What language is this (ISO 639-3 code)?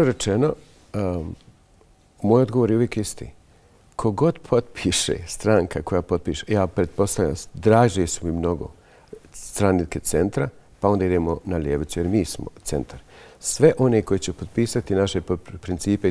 bos